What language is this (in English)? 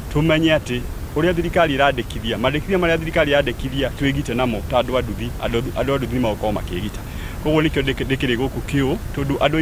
Kikuyu